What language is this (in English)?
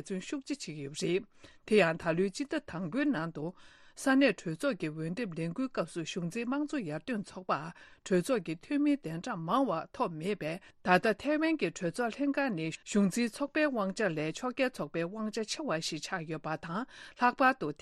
Tibetan